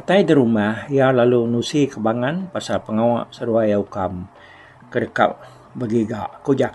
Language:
Iban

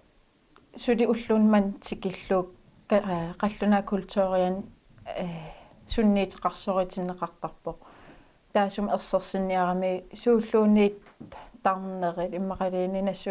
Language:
Kalaallisut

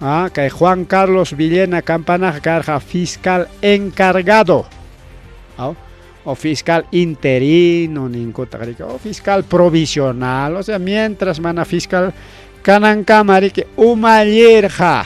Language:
Ayacucho Quechua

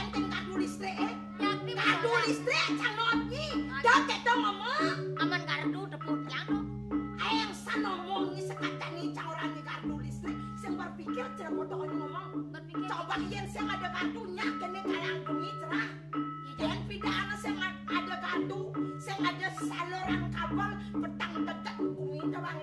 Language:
Balinese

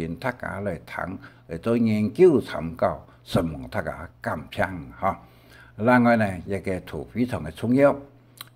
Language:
Hakka Chinese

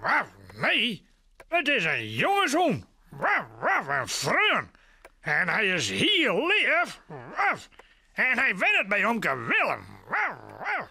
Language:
Western Frisian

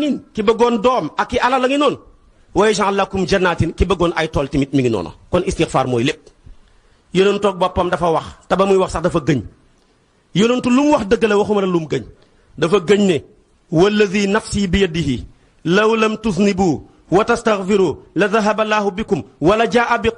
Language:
Wolof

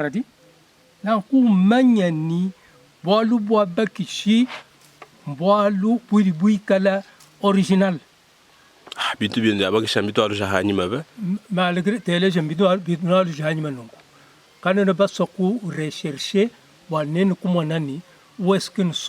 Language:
Luba-Lulua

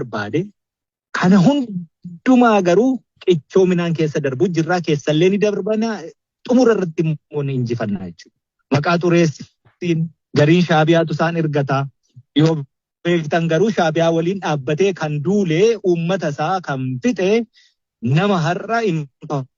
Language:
Oromo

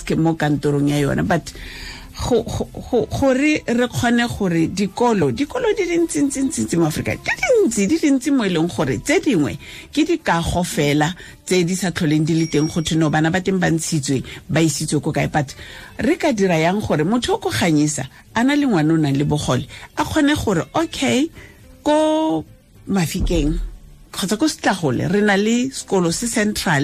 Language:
Tswana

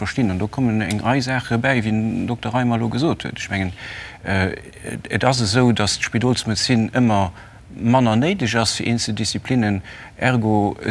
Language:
Luxembourgish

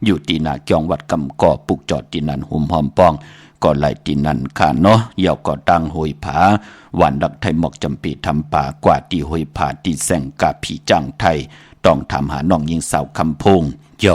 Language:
Shan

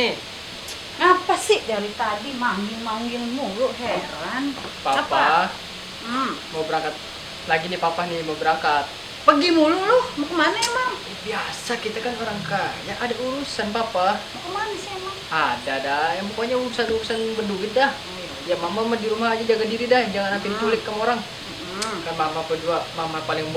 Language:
Betawi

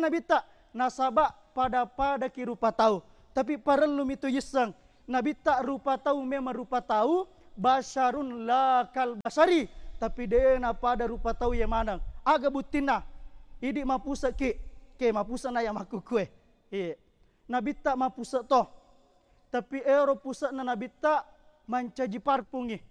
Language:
Buginese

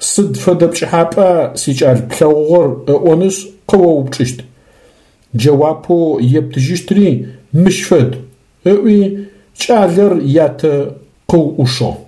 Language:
Adyghe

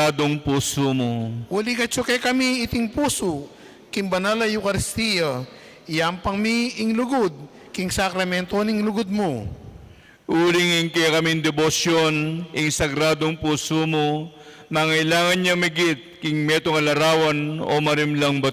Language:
Pampanga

